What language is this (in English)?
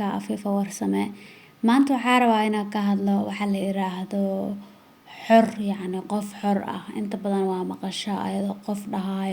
Somali